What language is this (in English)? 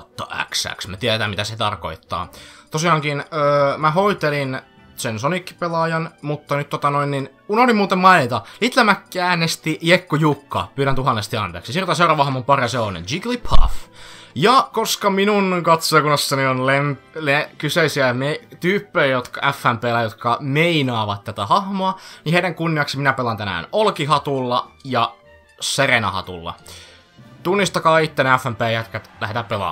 Finnish